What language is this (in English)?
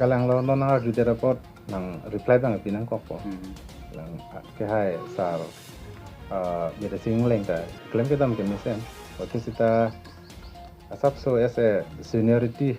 Karbi